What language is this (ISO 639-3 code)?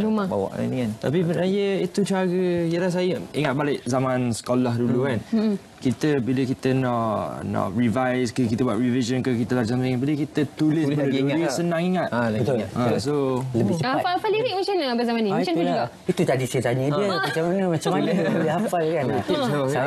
msa